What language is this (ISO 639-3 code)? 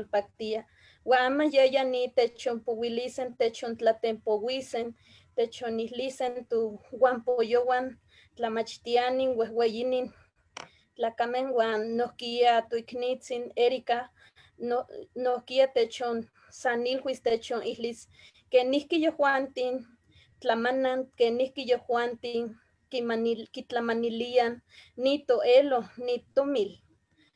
nhe